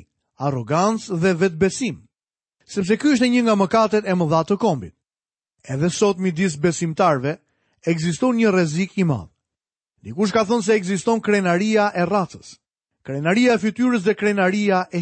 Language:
Albanian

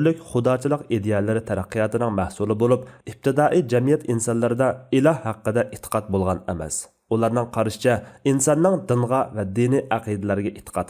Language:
Uyghur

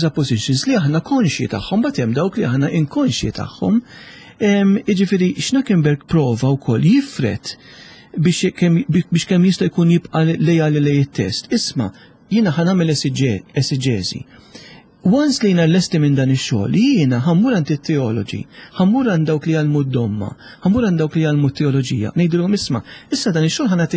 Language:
Maltese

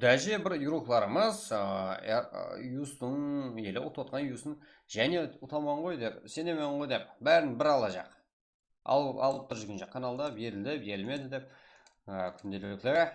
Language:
Kara-Kalpak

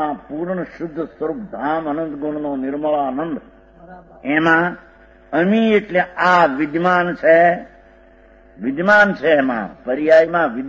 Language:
Gujarati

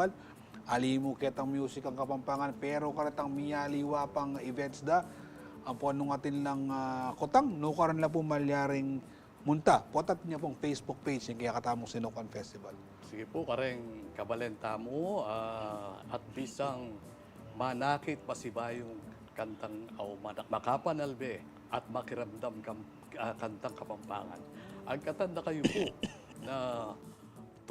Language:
Pampanga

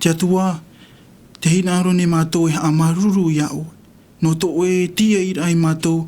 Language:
Tahitian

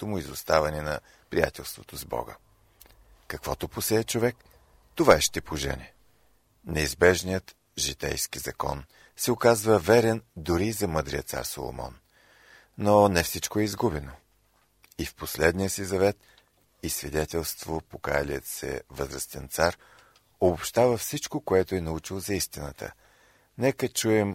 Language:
Bulgarian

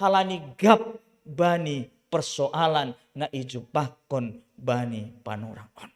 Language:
Batak Simalungun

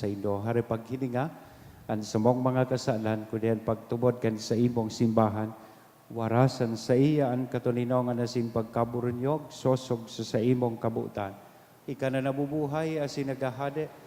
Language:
Bikol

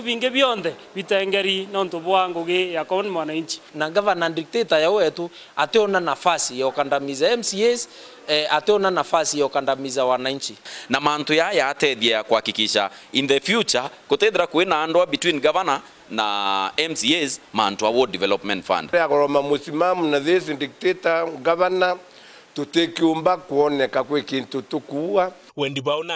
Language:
Meru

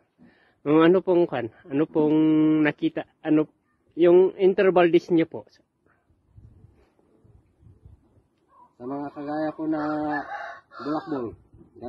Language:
Filipino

